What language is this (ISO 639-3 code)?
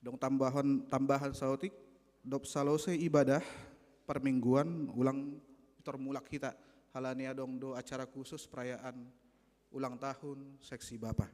bts